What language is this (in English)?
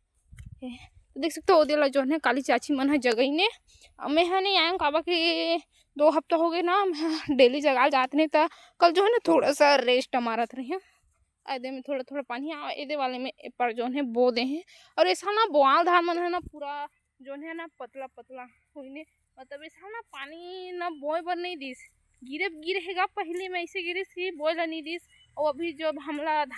Chhattisgarhi